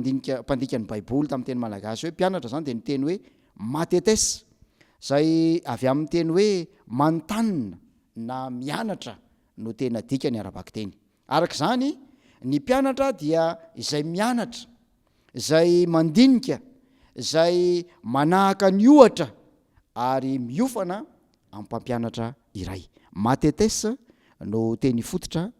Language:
Malagasy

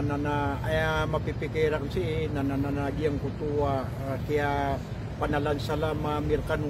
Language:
Maranao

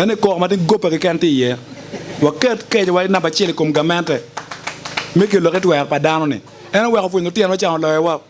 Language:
Acoli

